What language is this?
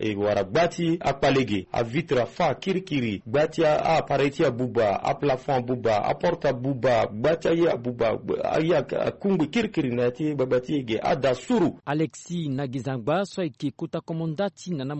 Sango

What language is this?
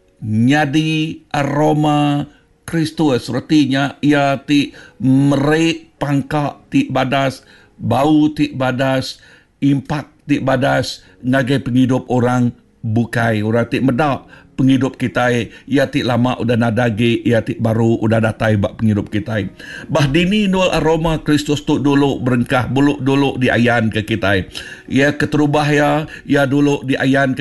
Iban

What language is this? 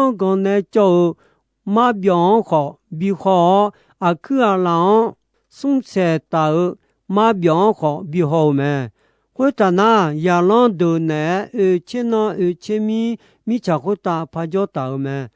Akha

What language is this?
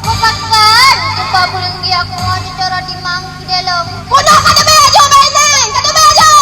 Achinese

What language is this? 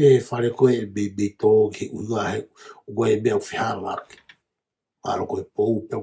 Tongan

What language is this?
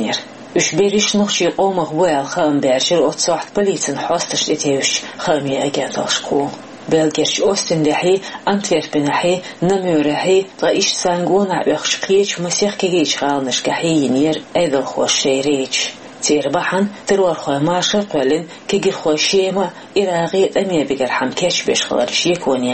Chechen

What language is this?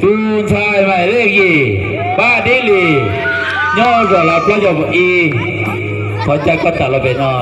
Hmong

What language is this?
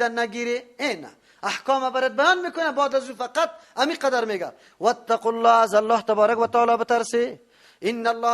Persian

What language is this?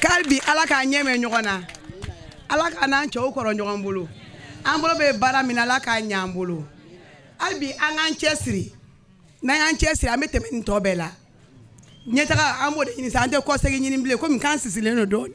Bambara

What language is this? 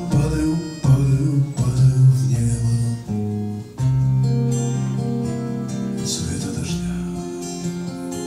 Russian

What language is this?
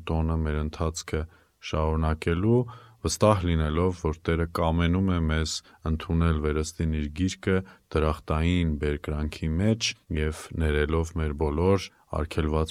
Armenian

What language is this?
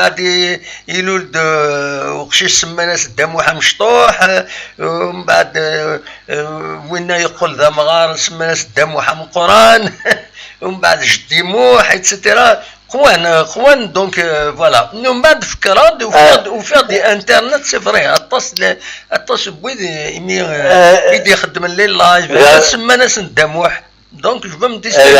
Kabyle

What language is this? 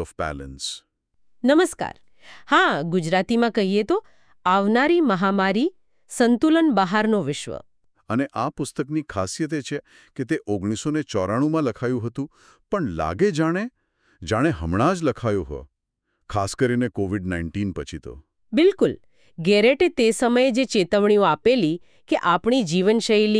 Gujarati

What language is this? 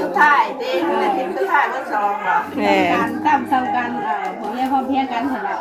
Northeastern Thai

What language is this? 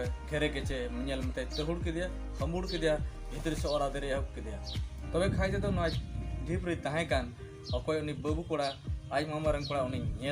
Santali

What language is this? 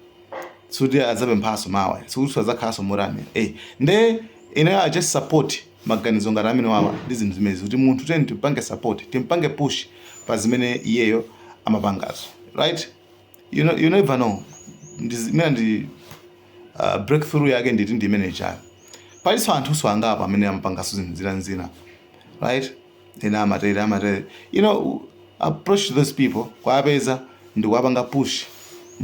Nyanja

